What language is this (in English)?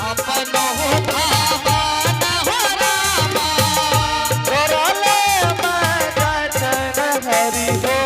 Angika